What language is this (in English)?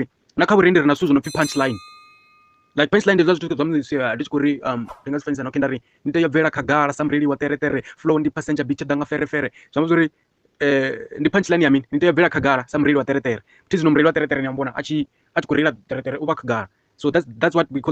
Venda